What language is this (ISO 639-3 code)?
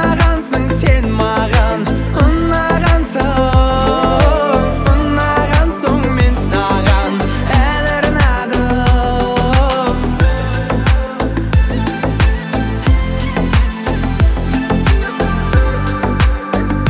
kaz